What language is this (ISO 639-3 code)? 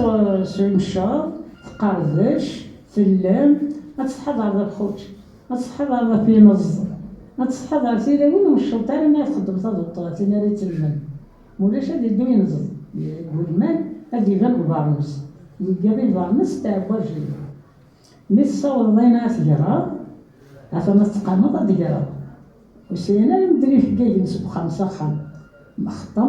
kab